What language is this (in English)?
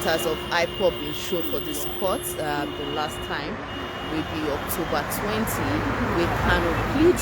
Nigerian Pidgin